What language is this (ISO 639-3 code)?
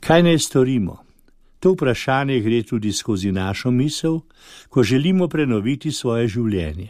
slv